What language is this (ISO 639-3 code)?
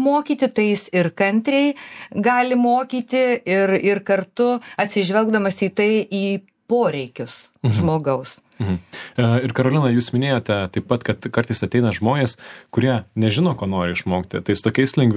lit